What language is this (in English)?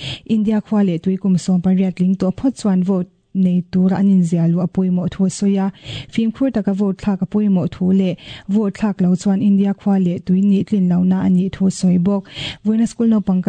Mizo